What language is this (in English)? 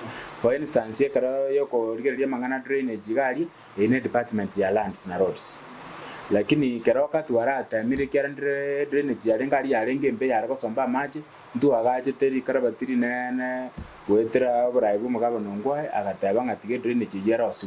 Gusii